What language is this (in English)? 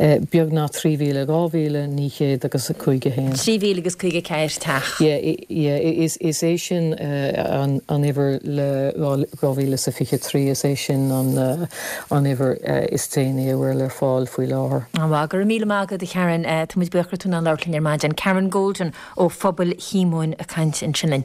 Irish